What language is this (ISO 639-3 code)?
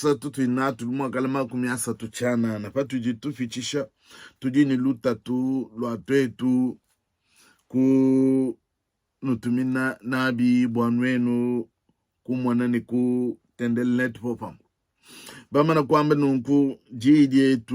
lua